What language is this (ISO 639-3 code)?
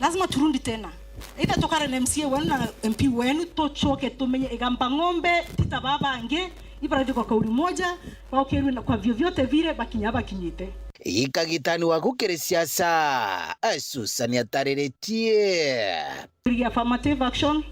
mer